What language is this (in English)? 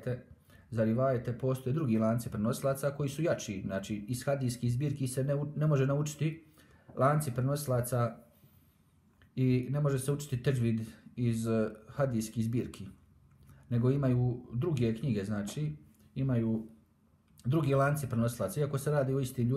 Bosnian